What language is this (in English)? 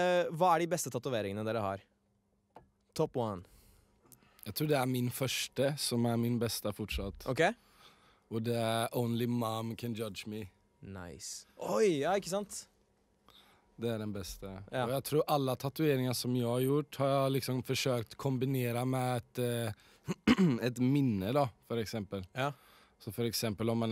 Norwegian